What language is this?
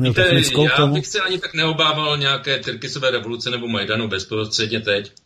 Czech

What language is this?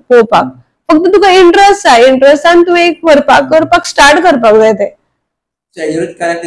Konkani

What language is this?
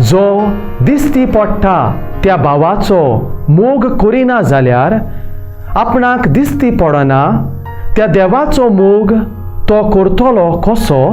Konkani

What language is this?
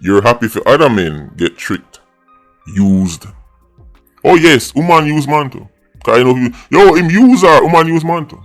Jamaican Creole English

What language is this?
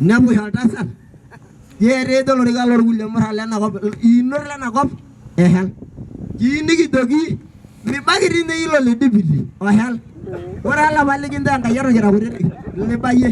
Masai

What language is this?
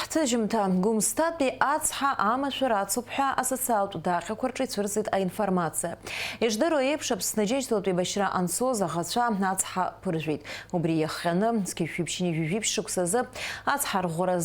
Abkhazian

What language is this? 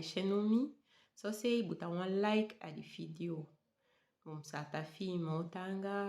Saramaccan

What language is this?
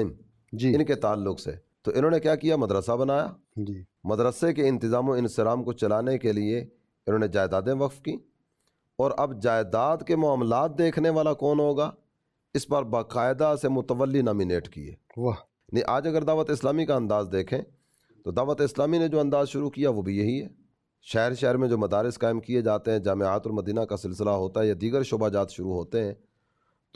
Urdu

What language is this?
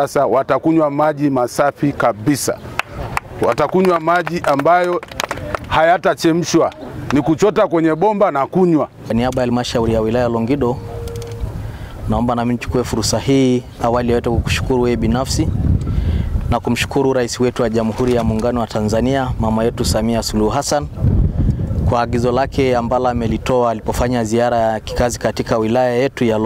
Swahili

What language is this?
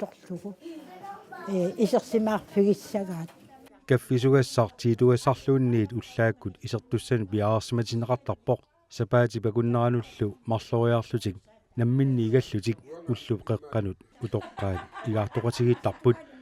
Kalaallisut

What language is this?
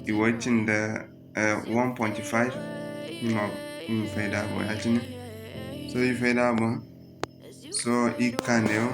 Zarma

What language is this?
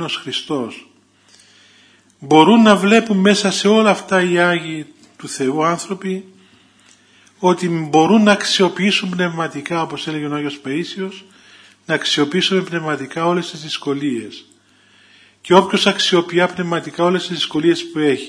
Greek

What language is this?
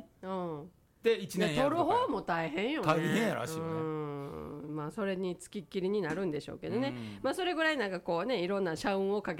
Japanese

